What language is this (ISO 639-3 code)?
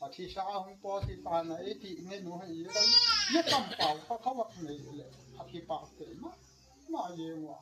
gnb